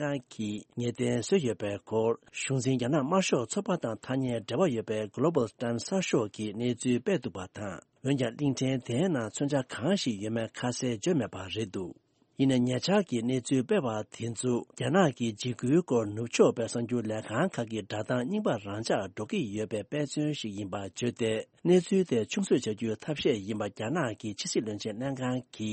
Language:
Tibetan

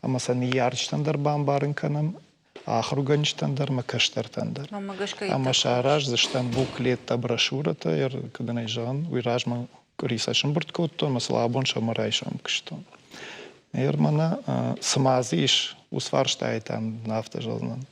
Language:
Ossetic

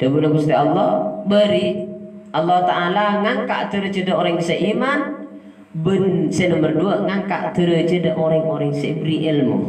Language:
Madurese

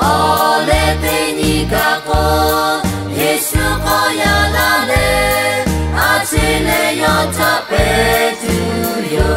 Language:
Lahu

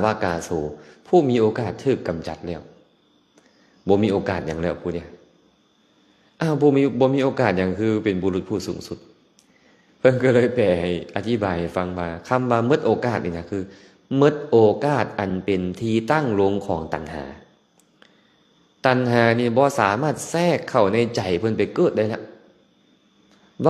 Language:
Lao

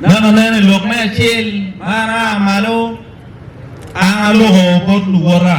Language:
Acoli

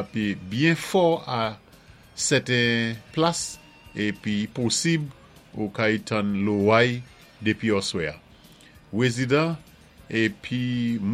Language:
Saint Lucian Creole French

